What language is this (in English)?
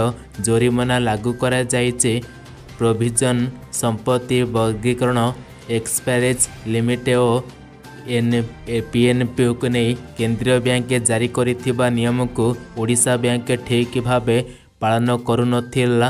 Odia